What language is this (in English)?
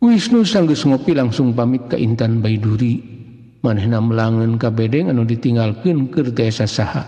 Sundanese